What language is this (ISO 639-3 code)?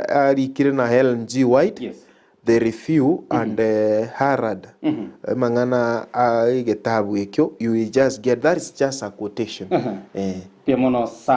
guz